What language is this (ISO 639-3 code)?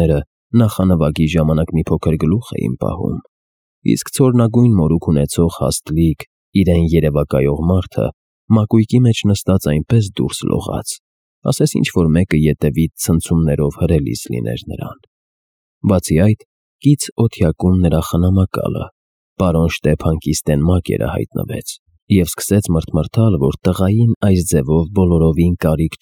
hye